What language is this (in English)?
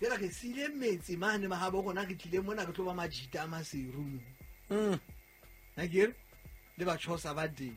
Southern Sotho